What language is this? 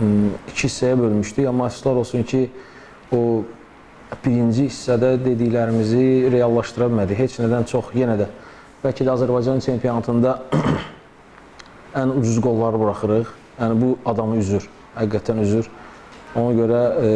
Azerbaijani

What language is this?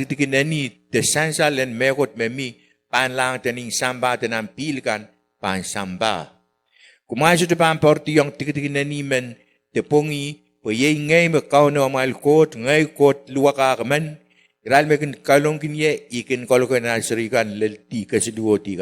Pohnpeian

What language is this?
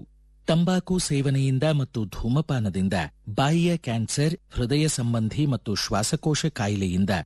Kannada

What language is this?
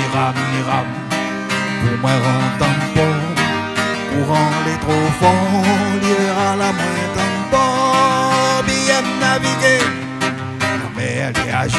Réunion Creole French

